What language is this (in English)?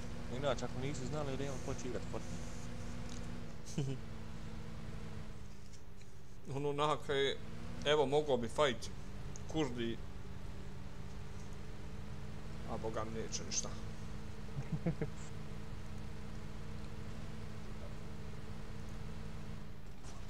Bosnian